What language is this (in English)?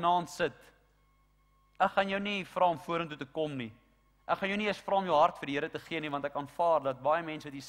Afrikaans